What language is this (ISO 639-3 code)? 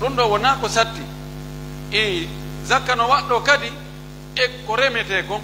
fuf